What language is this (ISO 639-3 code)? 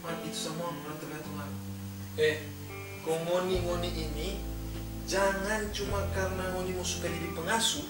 xmm